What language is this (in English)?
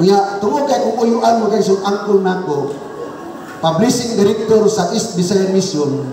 Cebuano